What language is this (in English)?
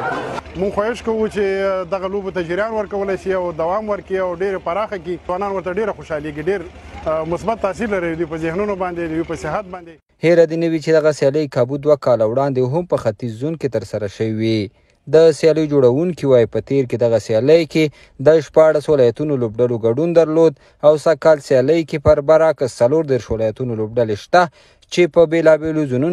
Pashto